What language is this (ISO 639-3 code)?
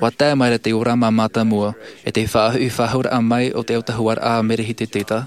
tah